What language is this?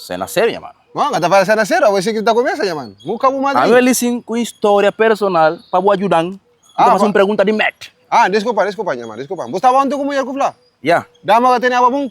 Kabuverdianu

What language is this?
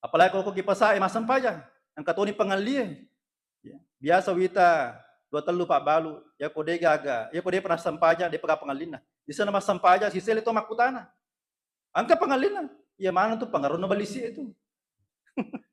Buginese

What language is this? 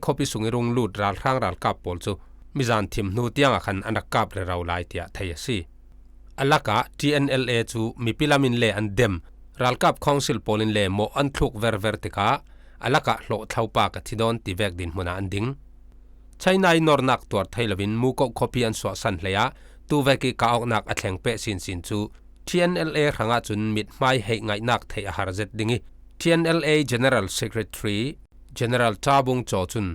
Falam Chin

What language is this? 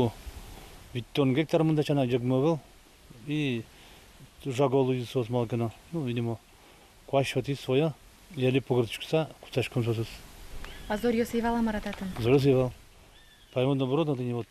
Udmurt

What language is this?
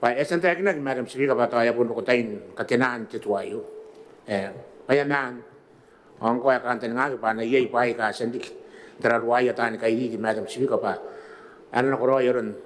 Gilbertese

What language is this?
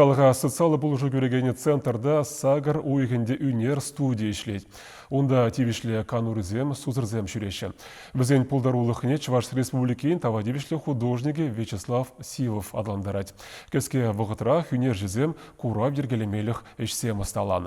Chuvash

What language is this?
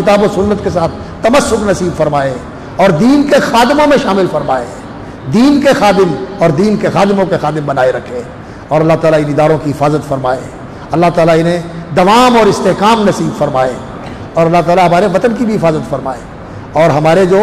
Urdu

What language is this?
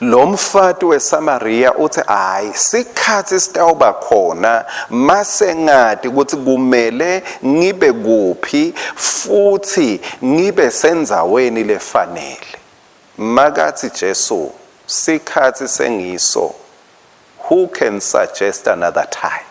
Swati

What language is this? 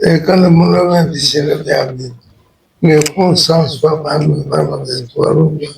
Luba-Katanga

